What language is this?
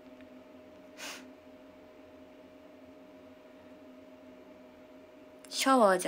Japanese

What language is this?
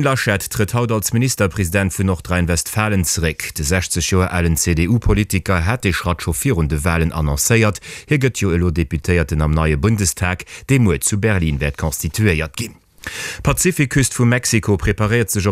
Luxembourgish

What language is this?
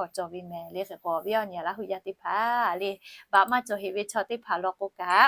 Lahu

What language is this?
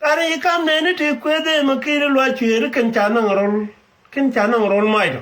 Nuer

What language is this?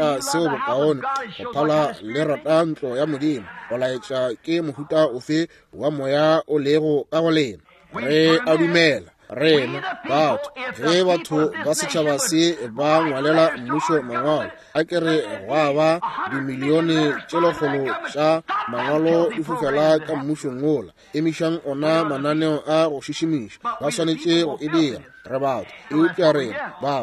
Northern Sotho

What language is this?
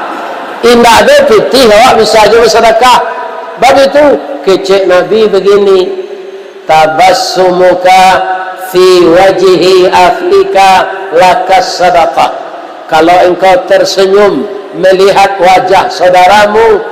Minangkabau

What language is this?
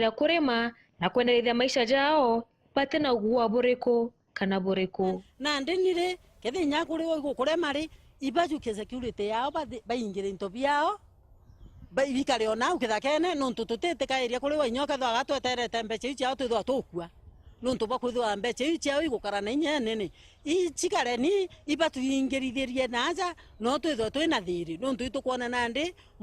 Meru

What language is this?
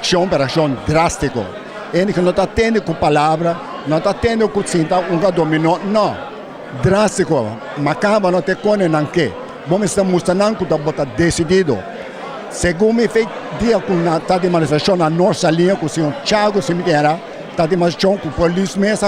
Papiamento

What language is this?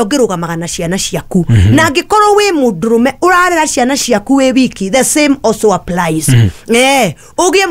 Kikuyu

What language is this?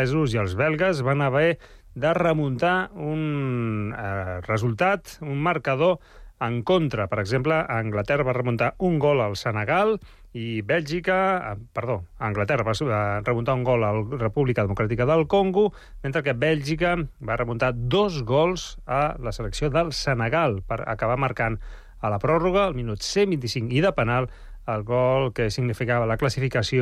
Catalan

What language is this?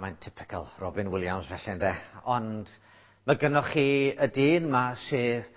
Welsh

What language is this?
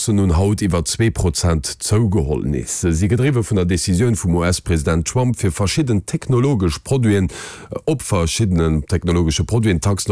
Luxembourgish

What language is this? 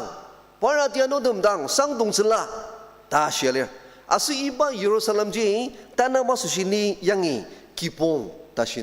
Ao Naga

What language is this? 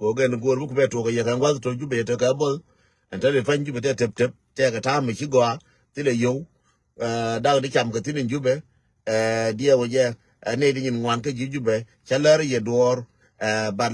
Nuer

